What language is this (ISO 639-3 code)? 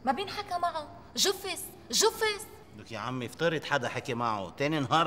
apc